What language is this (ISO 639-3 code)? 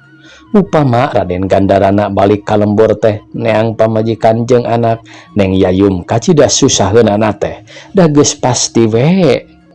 sun